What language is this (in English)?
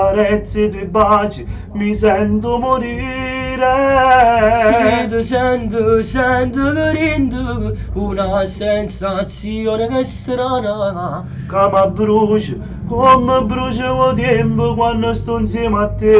Neapolitan